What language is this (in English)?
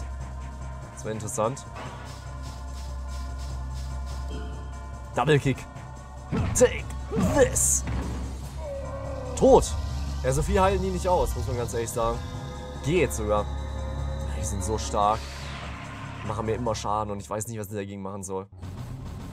German